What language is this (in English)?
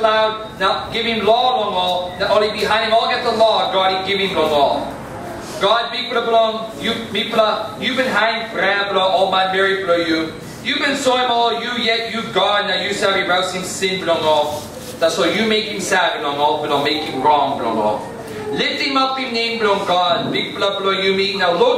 Tok Pisin